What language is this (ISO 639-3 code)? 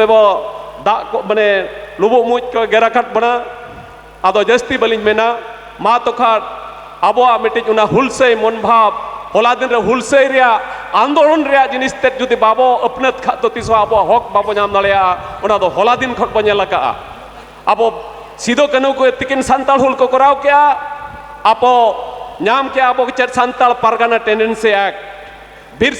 sat